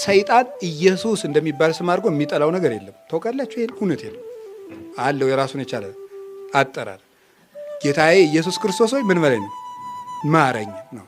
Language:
Amharic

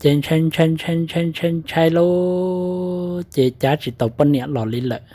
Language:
Hmong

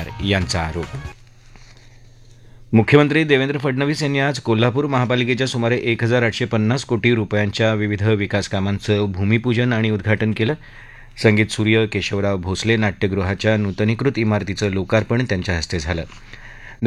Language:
Marathi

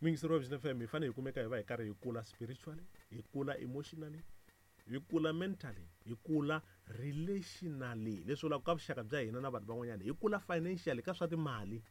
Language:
Tsonga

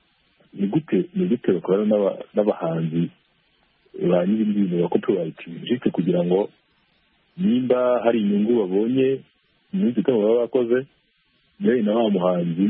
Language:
Kinyarwanda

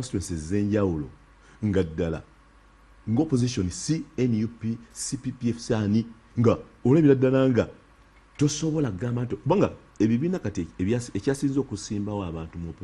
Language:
Ganda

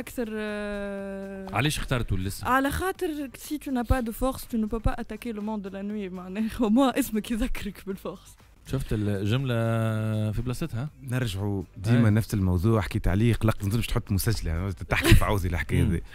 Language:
Tunisian Arabic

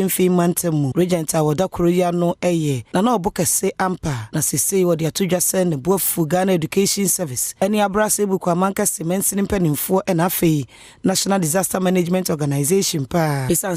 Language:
Akan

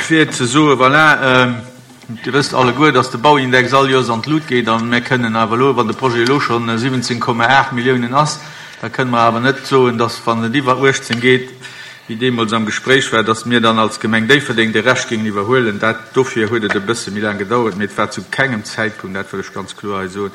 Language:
Luxembourgish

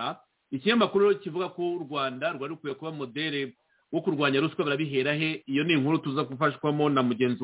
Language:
Kinyarwanda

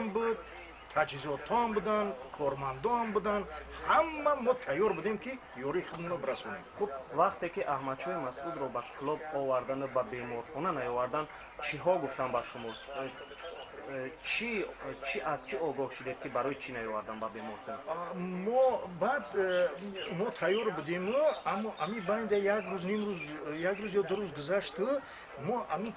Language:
Tajik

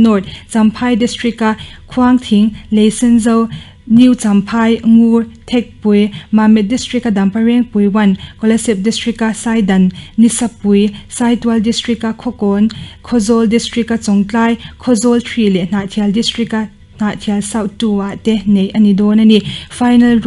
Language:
Mizo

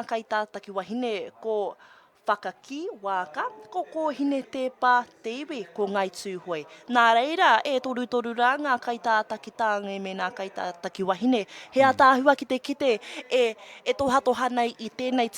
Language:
Māori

